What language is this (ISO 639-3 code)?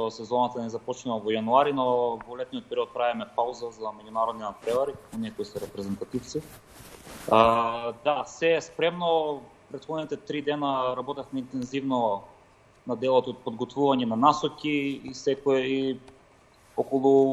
mkd